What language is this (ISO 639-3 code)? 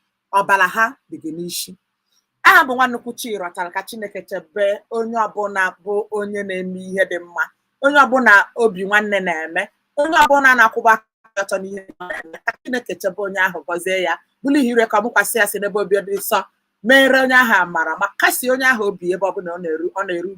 ibo